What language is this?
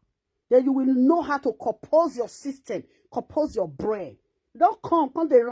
Nigerian Pidgin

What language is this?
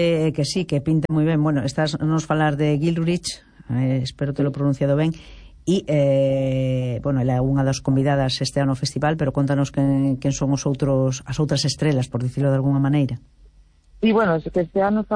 Galician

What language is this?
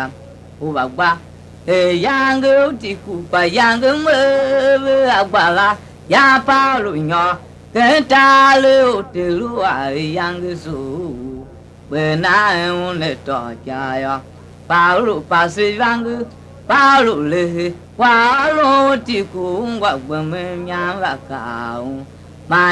Tiv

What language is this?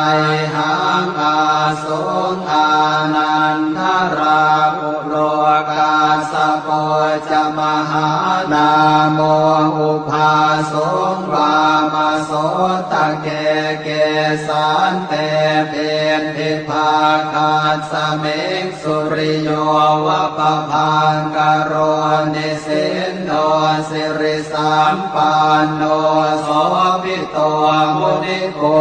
Pali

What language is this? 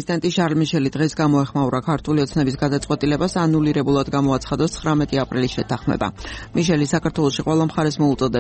Georgian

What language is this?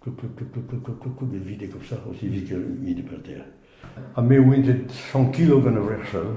Breton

